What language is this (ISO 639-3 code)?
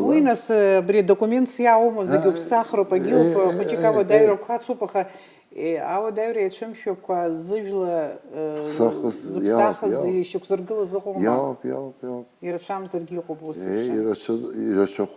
abk